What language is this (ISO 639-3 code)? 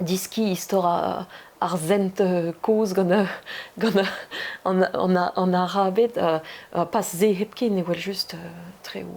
bre